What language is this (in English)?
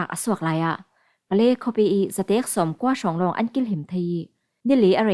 Falam Chin